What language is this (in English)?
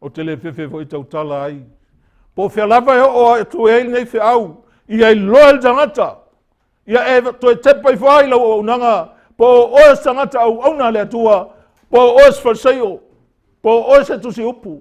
Samoan